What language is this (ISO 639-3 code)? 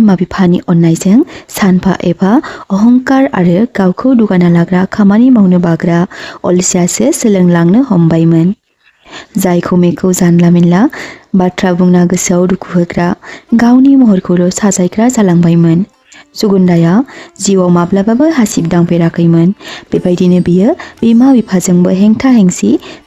brx